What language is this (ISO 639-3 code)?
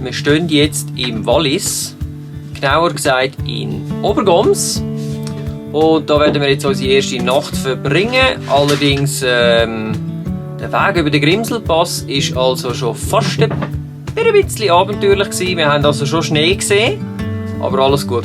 gsw